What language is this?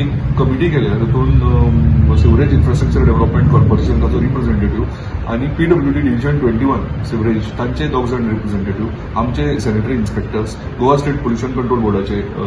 Konkani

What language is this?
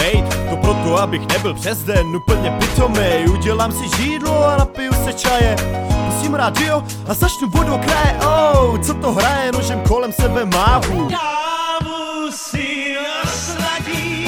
Czech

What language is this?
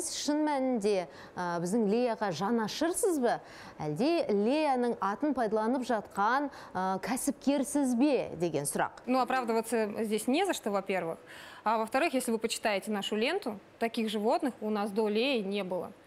Kazakh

